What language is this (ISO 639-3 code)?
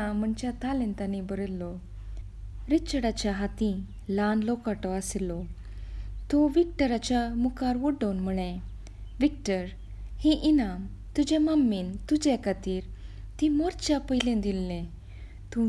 kok